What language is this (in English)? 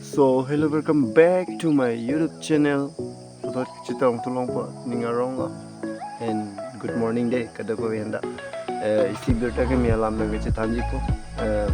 Karbi